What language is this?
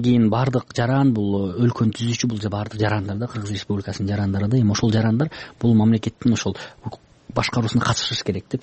Kyrgyz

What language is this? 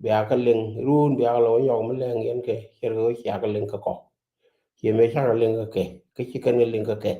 Nuer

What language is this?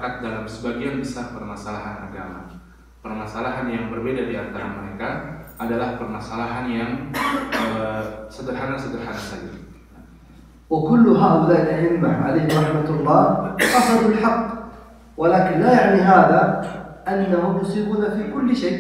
Indonesian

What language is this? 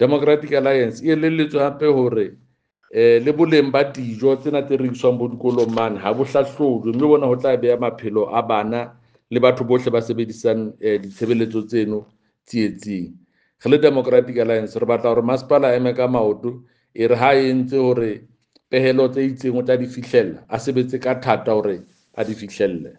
Southern Sotho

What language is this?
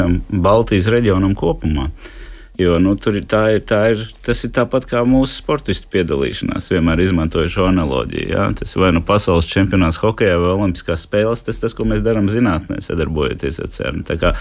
Latvian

